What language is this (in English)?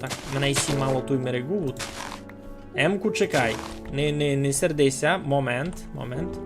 Rusyn